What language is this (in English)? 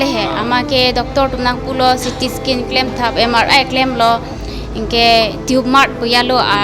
Karbi